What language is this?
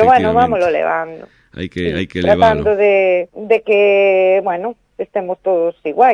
Galician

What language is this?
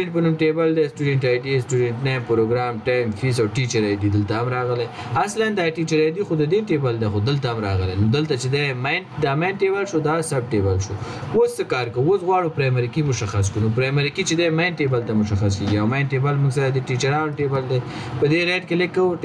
Pashto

